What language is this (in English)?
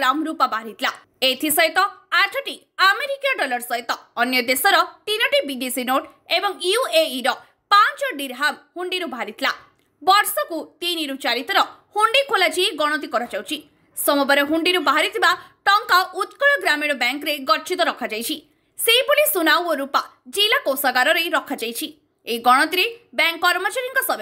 Odia